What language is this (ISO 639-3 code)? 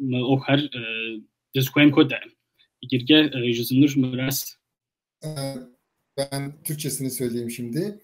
kbd